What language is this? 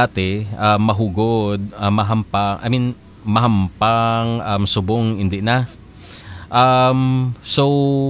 Hiligaynon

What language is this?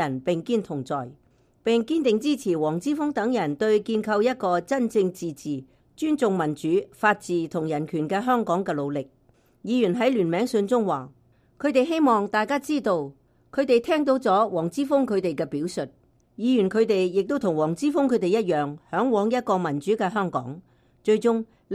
Cantonese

